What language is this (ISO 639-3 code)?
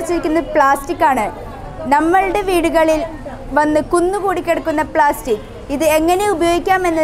mal